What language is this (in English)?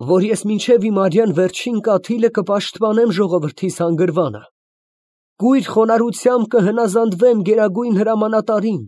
Armenian